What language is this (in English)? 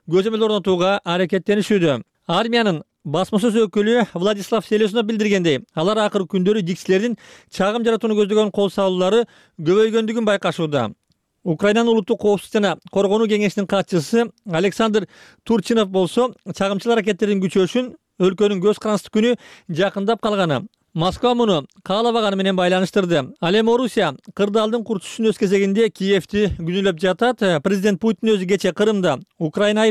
Kyrgyz